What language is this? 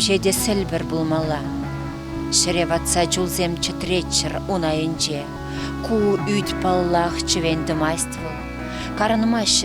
Chuvash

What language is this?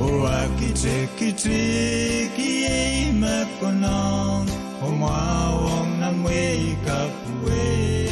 Pohnpeian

